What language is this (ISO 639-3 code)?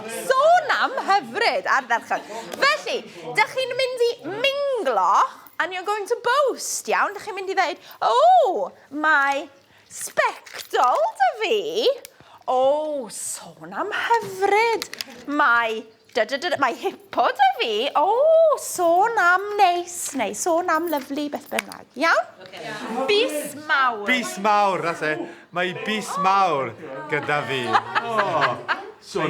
cym